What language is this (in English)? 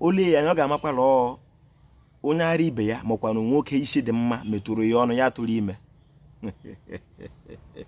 Igbo